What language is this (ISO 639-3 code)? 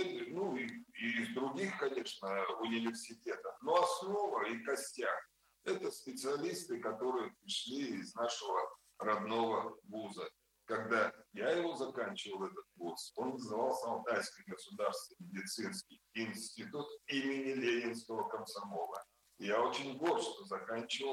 rus